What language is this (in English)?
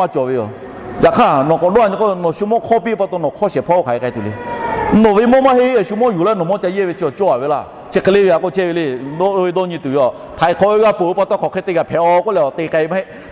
Lahu